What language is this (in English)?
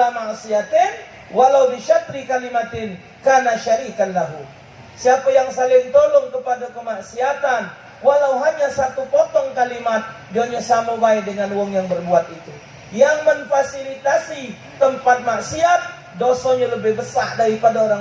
Musi